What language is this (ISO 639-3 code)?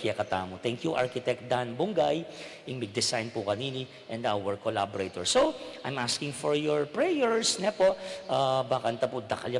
pam